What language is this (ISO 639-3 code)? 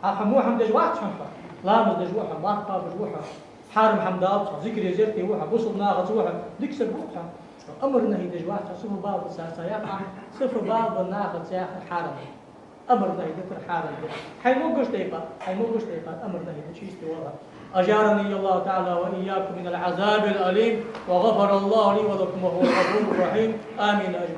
inh